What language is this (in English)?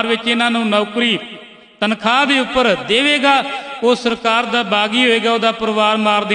Punjabi